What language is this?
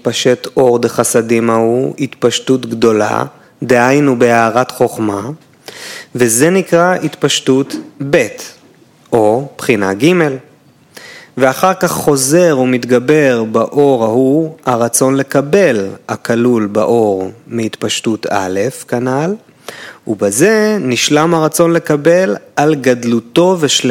Hebrew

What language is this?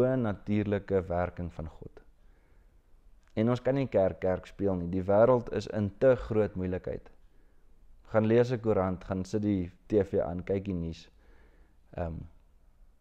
Afrikaans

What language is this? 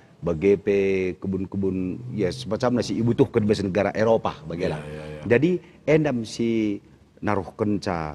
Batak Karo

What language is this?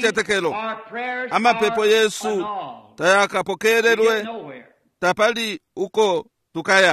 Bemba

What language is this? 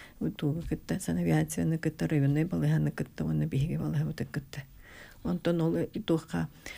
Yakut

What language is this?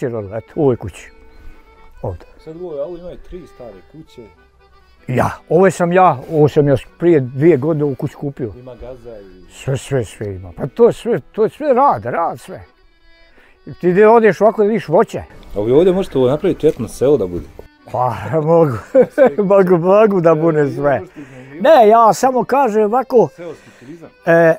Bosnian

